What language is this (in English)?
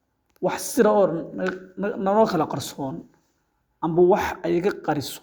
Somali